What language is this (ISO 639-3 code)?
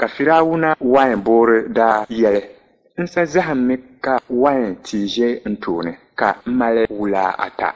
dag